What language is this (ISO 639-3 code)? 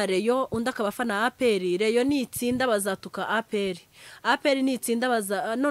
kin